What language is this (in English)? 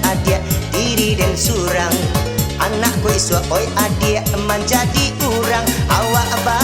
Minangkabau